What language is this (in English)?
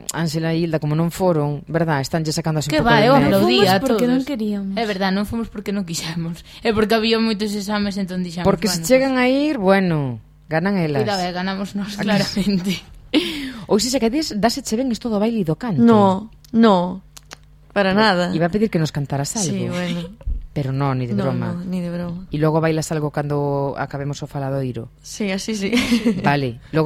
Galician